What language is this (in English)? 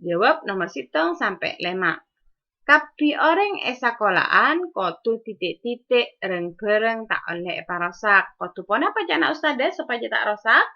Madurese